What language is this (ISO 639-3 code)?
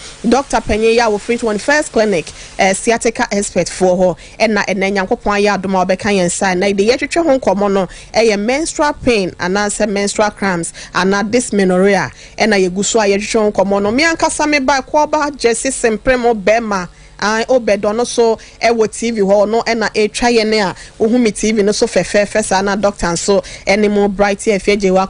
aka